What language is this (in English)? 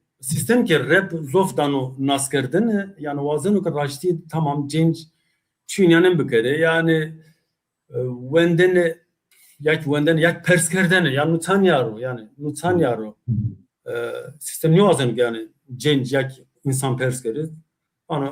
Zaza